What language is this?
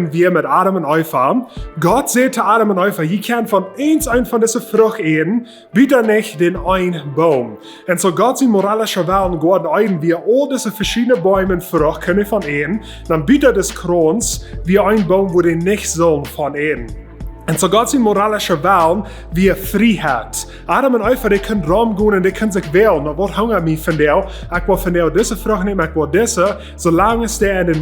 Plautdietsch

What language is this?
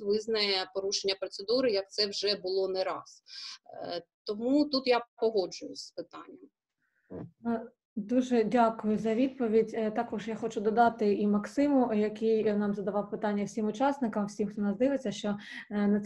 Ukrainian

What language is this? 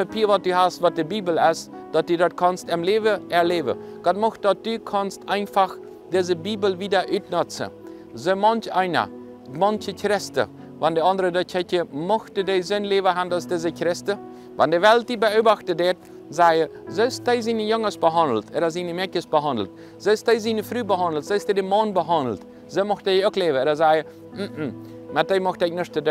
Plautdietsch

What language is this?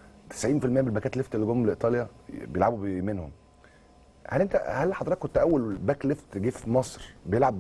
Egyptian Arabic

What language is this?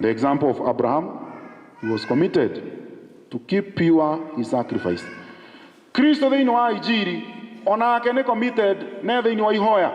Kikuyu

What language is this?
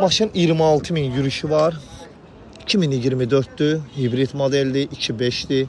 Azerbaijani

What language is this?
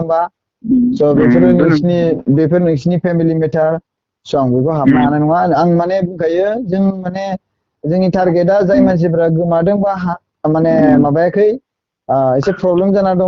Bodo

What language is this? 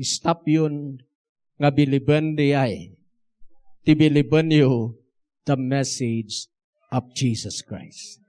Iloko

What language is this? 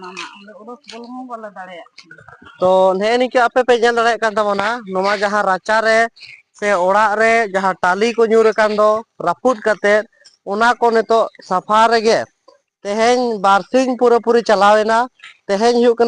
Santali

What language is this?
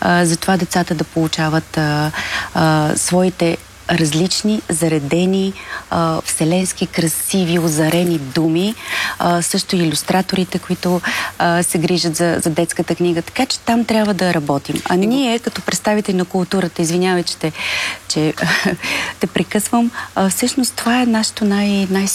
Bulgarian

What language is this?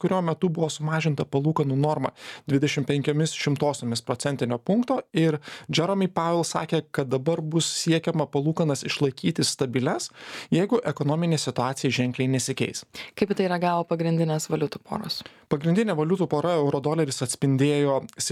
Lithuanian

